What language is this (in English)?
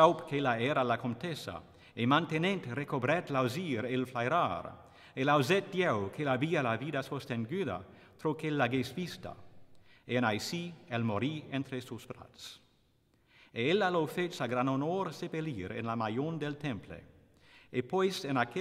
Occitan